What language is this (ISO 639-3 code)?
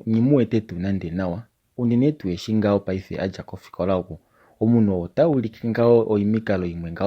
kua